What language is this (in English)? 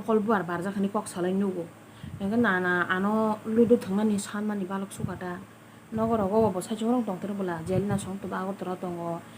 Kok Borok